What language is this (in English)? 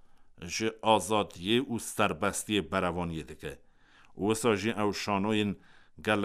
Kurdish